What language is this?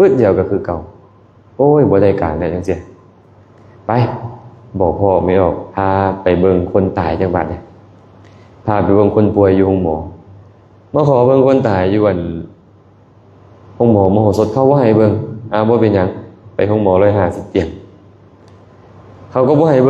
Lao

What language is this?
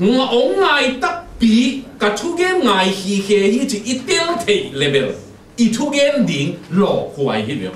Tedim Chin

